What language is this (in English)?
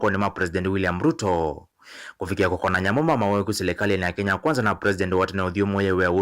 Kamba